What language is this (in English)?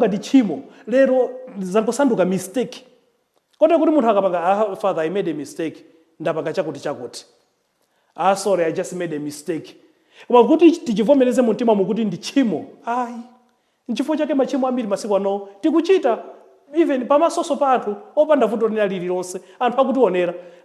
Nyanja